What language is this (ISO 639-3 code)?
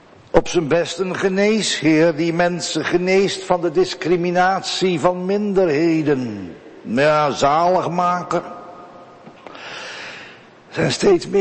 nld